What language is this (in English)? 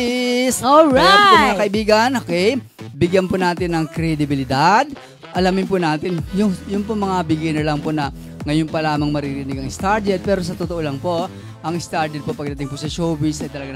Filipino